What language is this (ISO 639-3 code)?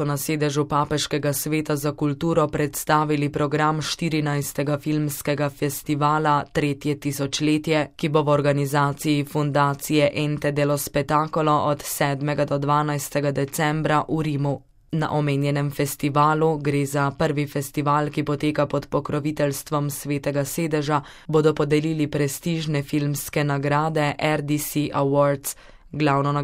slv